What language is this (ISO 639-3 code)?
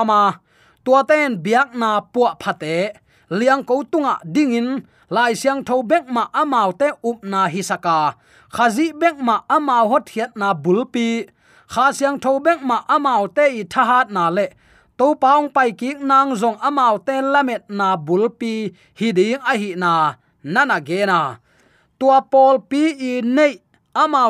ctd